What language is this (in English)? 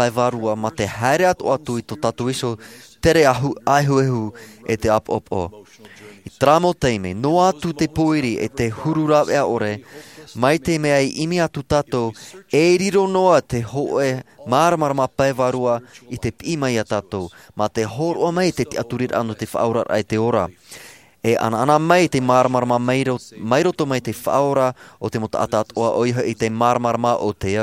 Tahitian